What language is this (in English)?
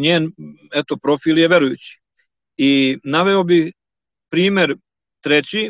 Serbian